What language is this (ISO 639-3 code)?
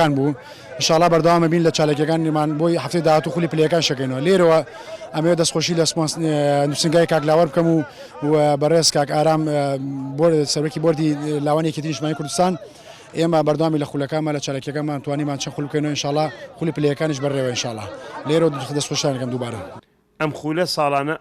ckb